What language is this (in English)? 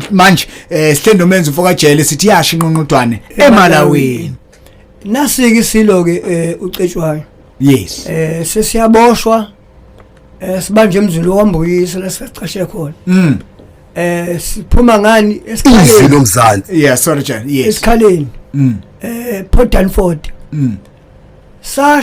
Zulu